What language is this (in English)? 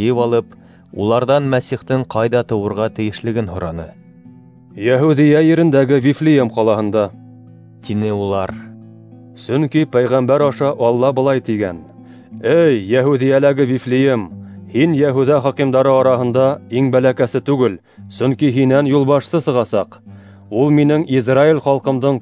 Bashkir